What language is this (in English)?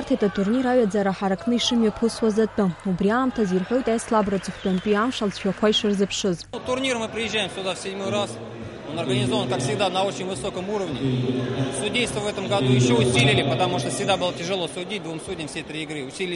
Abkhazian